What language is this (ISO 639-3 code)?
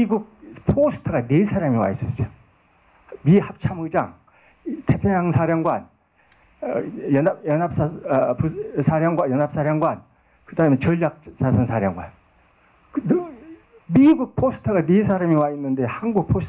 kor